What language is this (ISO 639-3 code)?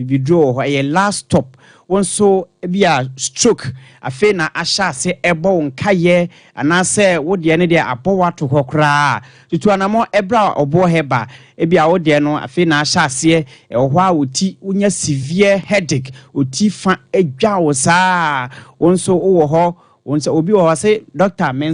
aka